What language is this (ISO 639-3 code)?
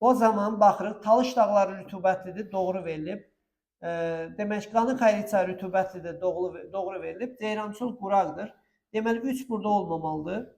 aze